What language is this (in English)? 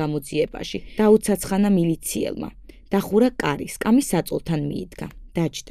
Georgian